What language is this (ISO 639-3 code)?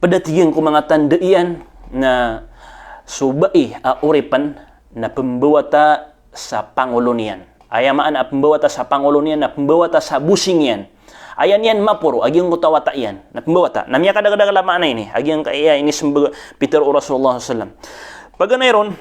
mrw